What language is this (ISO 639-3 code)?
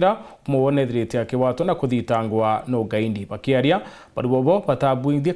mer